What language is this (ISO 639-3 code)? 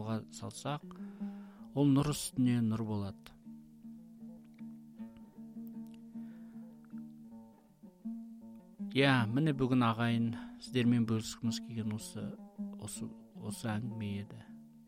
kaz